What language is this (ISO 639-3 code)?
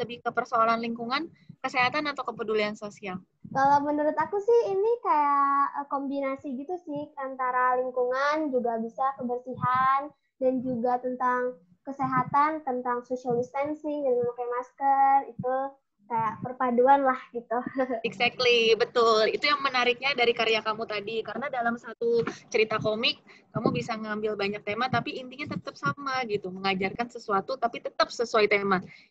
ind